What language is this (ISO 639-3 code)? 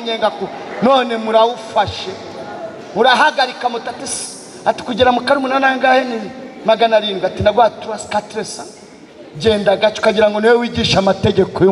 kin